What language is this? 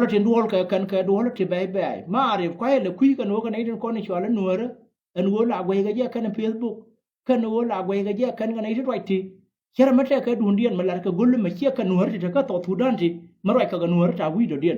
Nuer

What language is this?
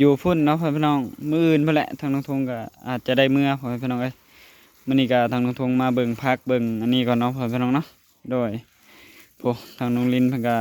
Lao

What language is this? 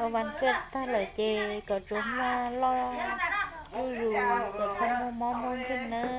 Hmong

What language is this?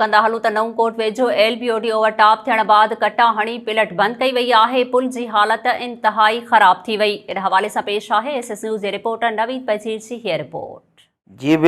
Sindhi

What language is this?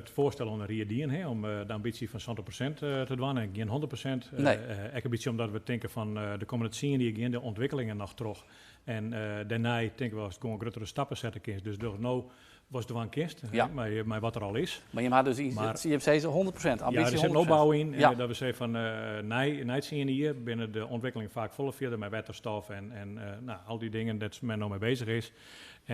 Western Frisian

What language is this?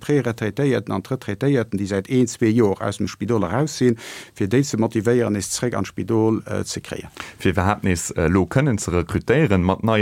Luxembourgish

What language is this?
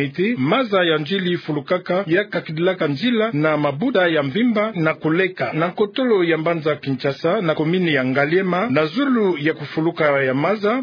Kituba (Democratic Republic of Congo)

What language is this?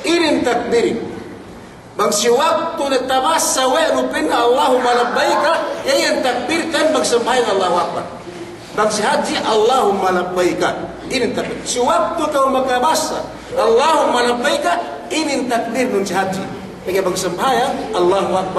Yakan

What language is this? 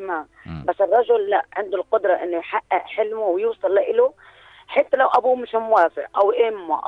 North Levantine Arabic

